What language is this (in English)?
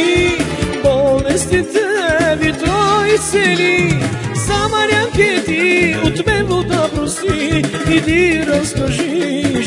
Bulgarian